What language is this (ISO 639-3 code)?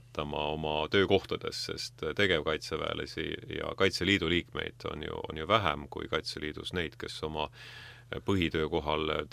est